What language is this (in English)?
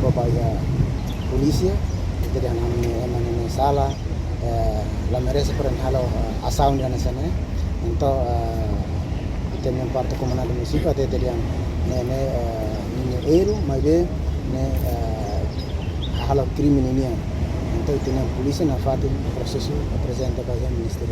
Tetum